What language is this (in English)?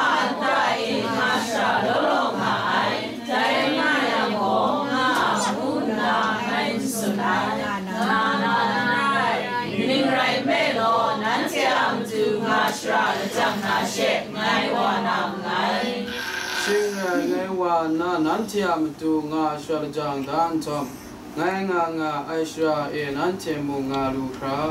Kachin